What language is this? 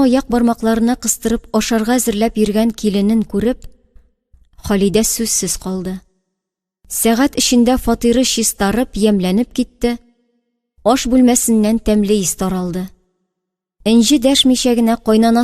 Tatar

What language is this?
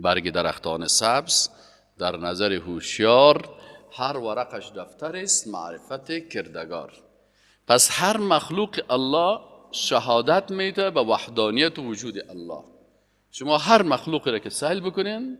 Persian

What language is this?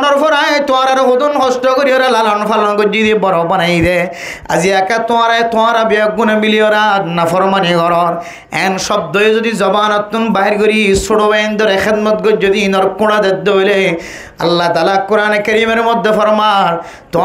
Rohingya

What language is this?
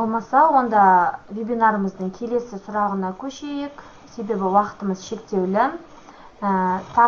Kazakh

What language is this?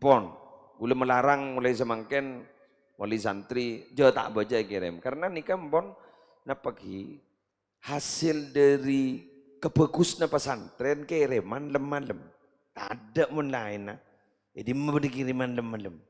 Madurese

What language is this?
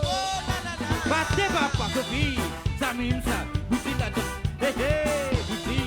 Morisyen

